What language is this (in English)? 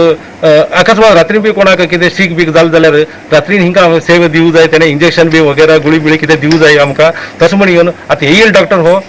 Konkani